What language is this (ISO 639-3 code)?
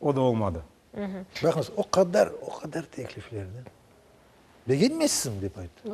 crh